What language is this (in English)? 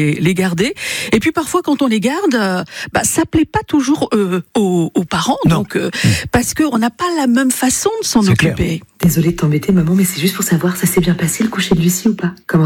French